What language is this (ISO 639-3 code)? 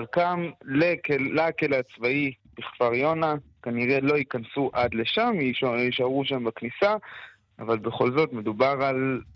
heb